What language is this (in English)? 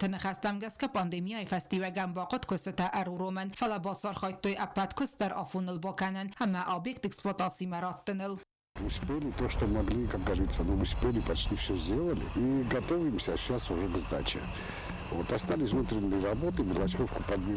Ossetic